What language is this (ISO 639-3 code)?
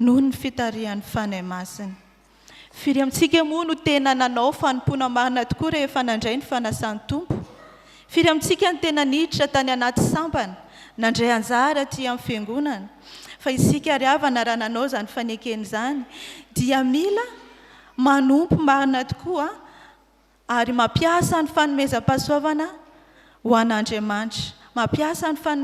mlg